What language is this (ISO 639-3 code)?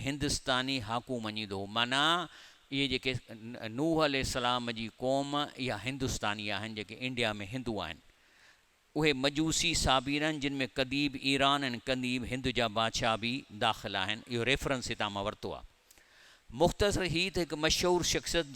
snd